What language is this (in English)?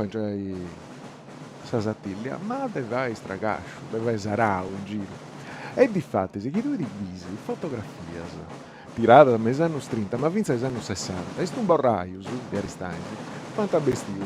Sardinian